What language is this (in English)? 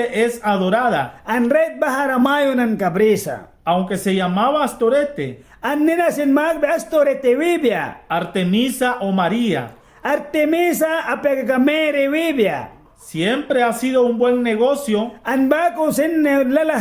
Mískito